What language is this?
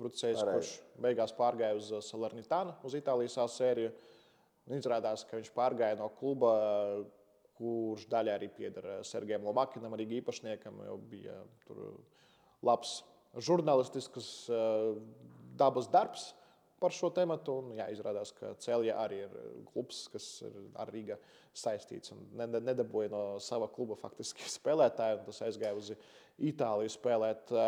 Latvian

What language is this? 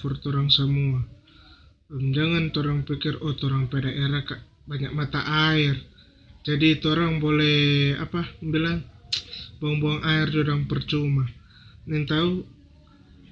Manado Malay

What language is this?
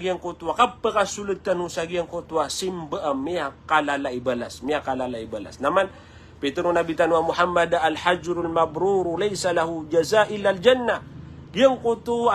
Maranao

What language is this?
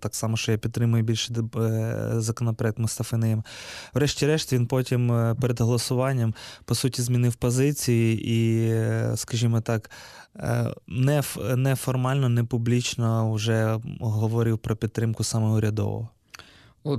Ukrainian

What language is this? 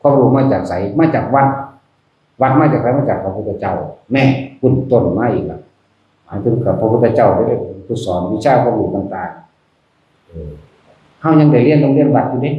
Northeastern Thai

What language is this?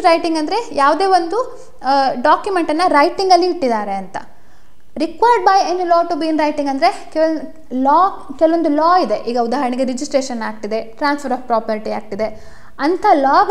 Kannada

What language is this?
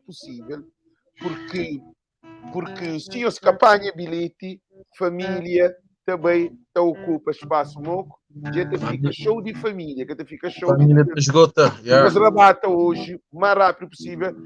Kabuverdianu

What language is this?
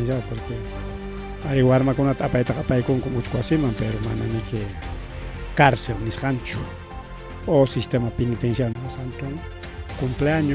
Ayacucho Quechua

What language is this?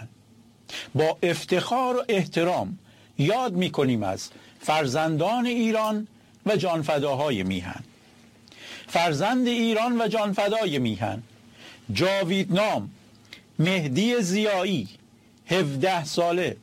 Persian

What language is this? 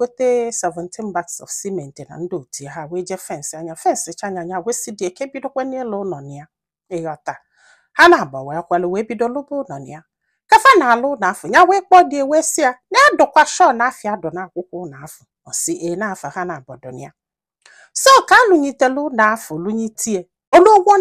Igbo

